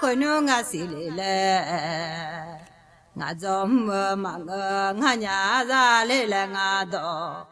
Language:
Akha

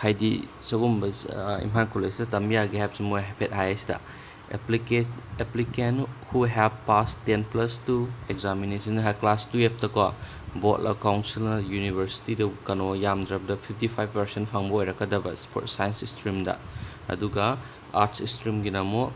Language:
Manipuri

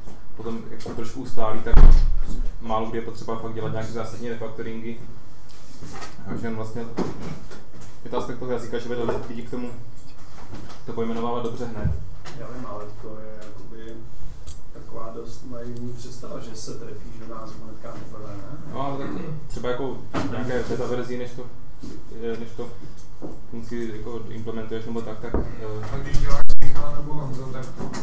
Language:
Czech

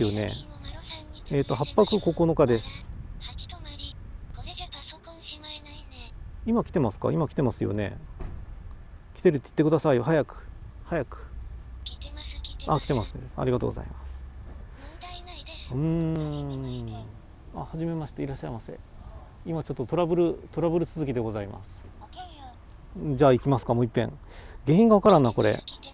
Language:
Japanese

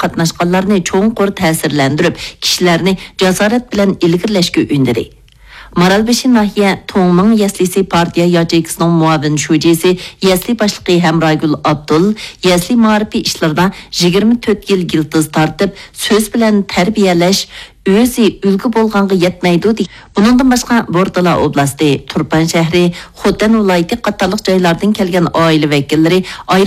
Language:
Uyghur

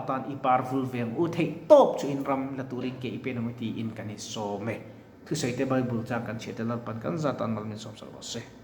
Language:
Mizo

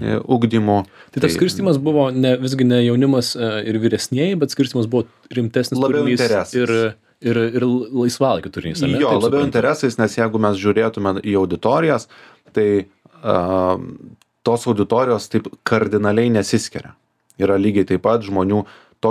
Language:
Lithuanian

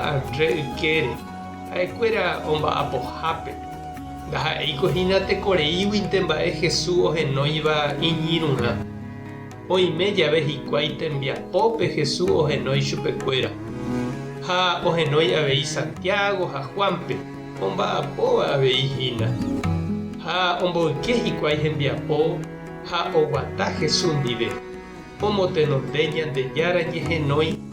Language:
Guarani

